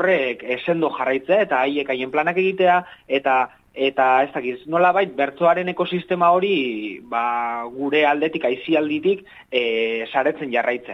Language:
Basque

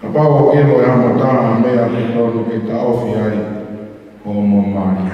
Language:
Tongan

